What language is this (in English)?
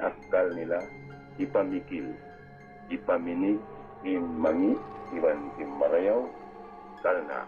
Tausug